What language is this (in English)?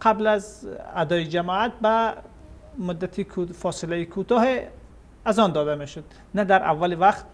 Persian